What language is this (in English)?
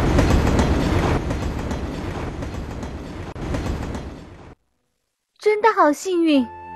Chinese